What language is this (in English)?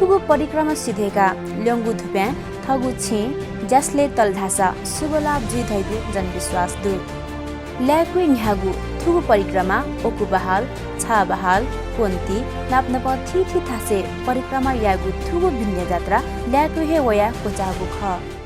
Newari